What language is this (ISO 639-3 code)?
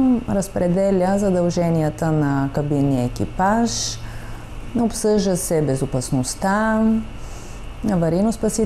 bul